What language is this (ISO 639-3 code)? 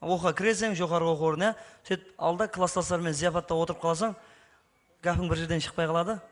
kaa